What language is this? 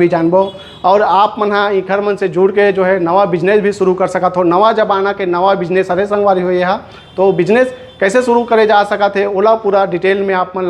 Chhattisgarhi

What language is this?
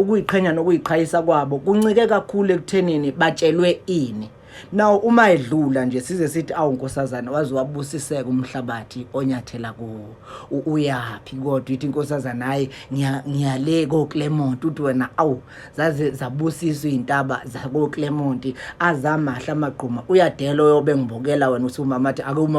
Zulu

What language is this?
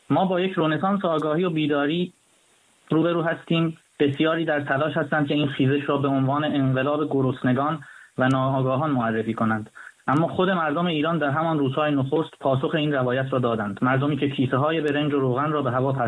Persian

